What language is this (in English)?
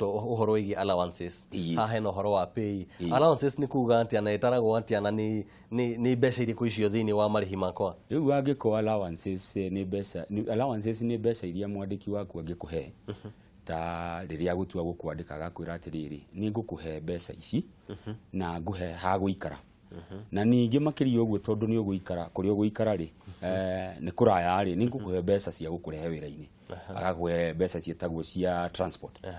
Kikuyu